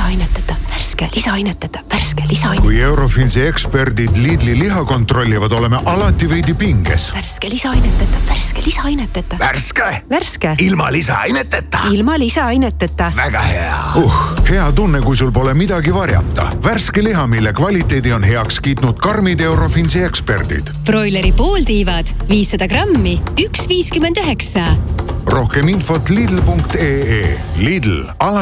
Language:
Estonian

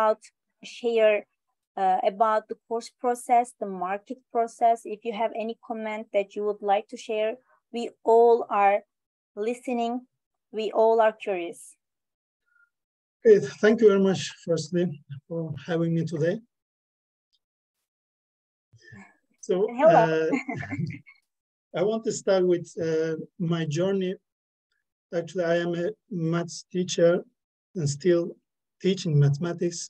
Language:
English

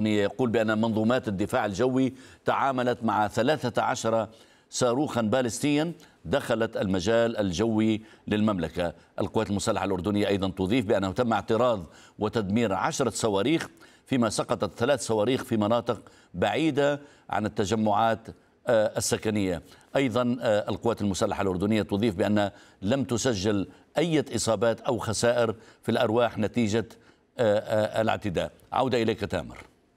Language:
Arabic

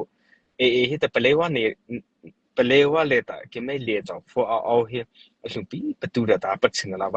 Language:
Mara Chin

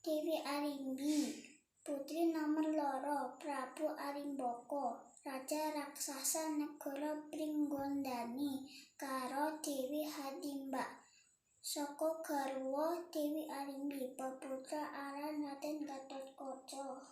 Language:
Javanese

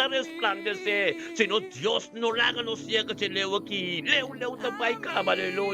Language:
Papiamento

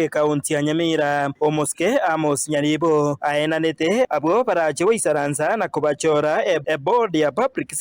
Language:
Gusii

